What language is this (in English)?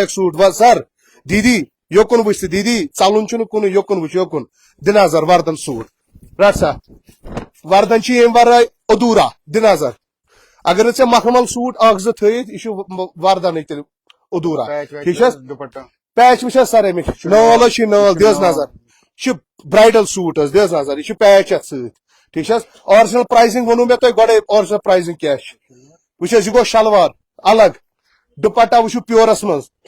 Kashmiri